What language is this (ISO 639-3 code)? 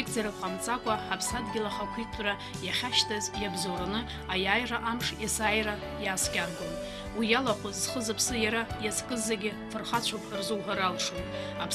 abk